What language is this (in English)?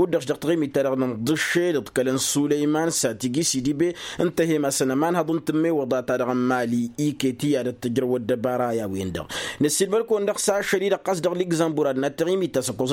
Tamasheq